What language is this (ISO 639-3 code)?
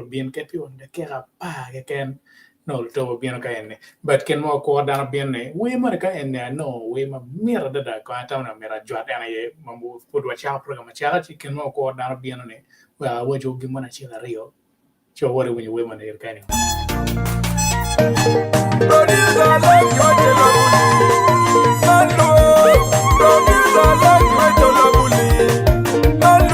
ach